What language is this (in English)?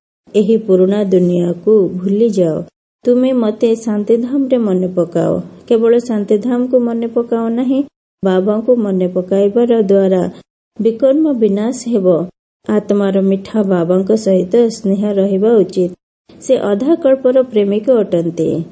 Odia